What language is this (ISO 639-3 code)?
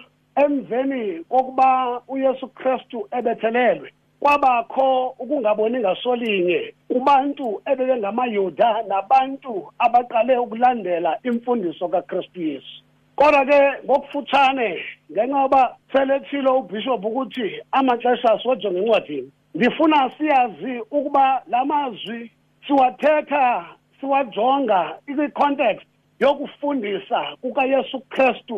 xho